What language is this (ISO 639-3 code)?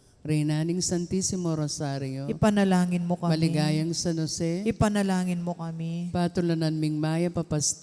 pam